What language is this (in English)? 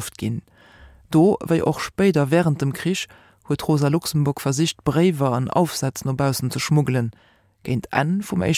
Luxembourgish